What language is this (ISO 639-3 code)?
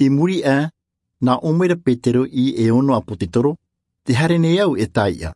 tah